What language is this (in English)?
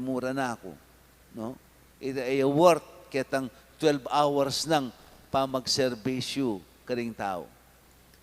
Pampanga